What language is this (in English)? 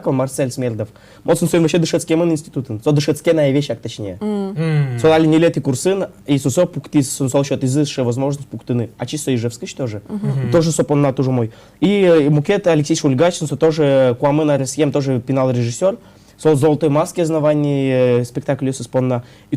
Udmurt